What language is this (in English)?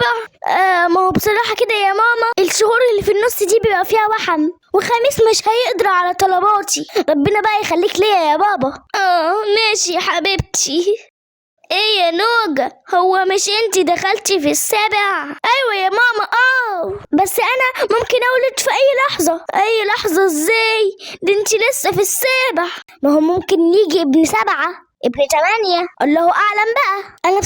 Egyptian Arabic